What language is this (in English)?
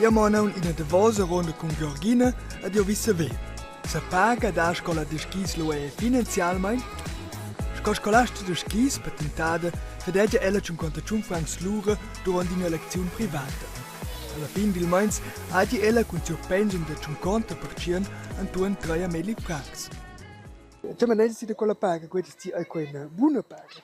Romansh